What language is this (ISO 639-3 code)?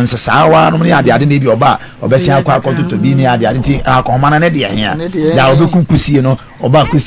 aka